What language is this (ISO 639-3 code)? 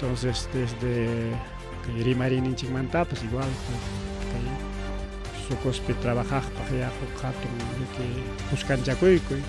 quy